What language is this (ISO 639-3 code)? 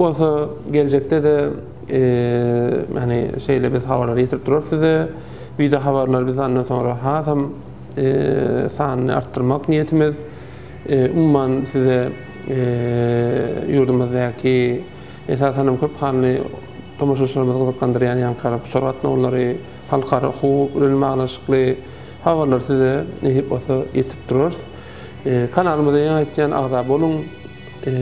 tuk